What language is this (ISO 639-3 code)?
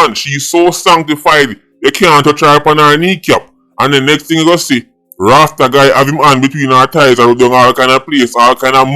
jam